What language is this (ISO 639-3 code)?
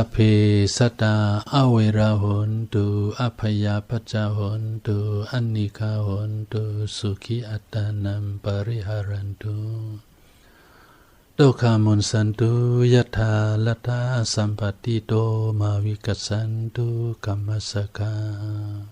shn